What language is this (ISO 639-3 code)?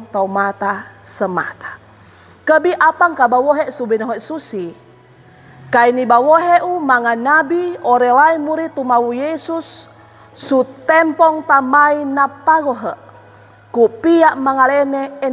sxn